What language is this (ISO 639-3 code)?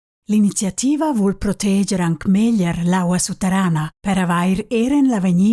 roh